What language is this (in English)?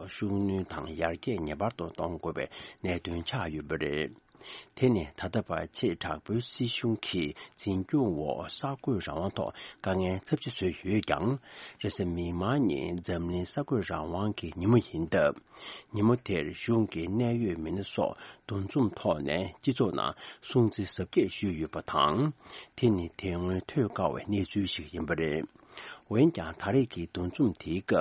Tibetan